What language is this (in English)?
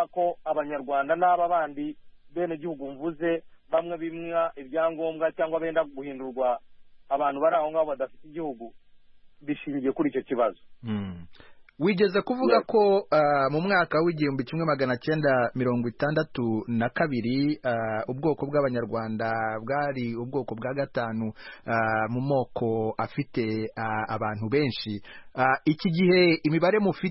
Kinyarwanda